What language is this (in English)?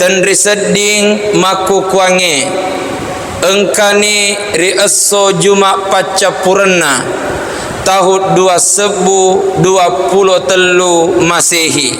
Buginese